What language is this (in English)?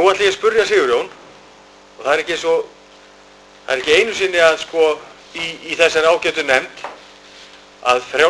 Icelandic